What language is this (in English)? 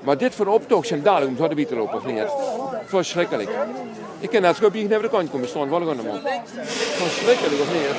Limburgish